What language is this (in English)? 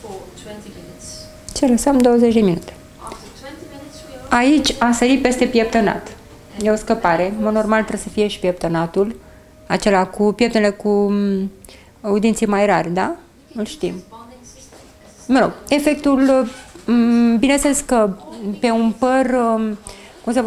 Romanian